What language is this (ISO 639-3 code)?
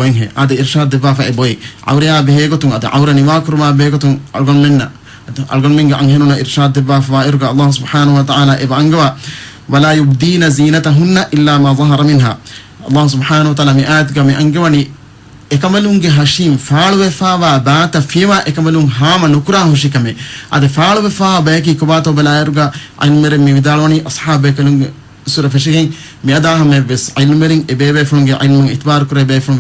div